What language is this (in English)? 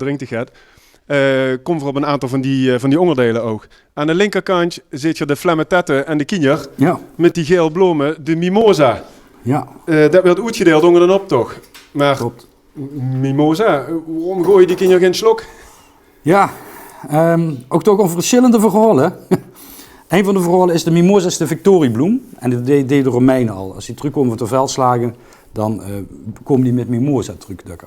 Limburgish